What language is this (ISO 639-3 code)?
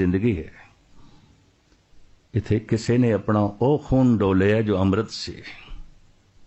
pan